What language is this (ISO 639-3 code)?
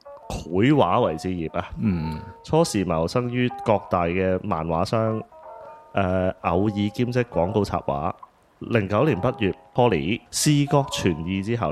yue